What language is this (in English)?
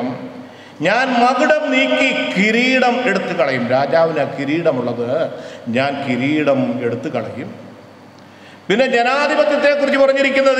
Malayalam